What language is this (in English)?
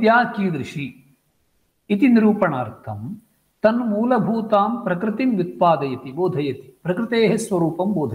Sanskrit